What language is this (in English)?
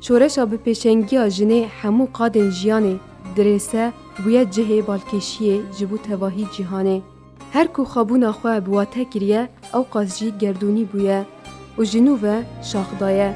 Kurdish